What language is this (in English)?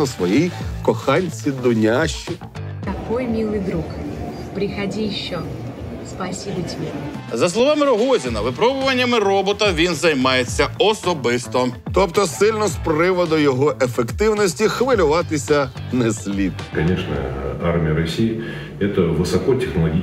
Ukrainian